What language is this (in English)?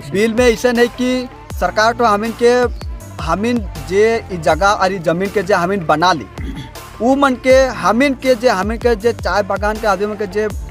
Sadri